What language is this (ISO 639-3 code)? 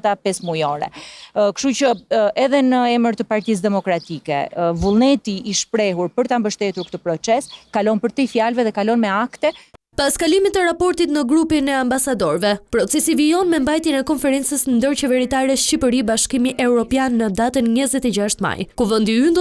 sqi